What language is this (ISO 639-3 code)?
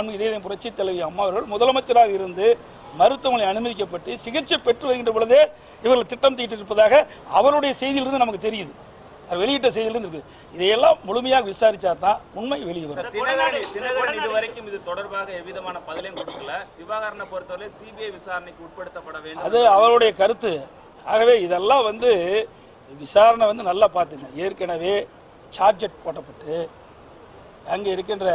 tam